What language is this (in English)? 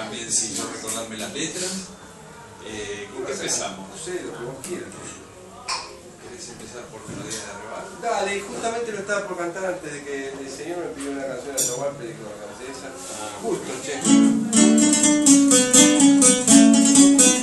Spanish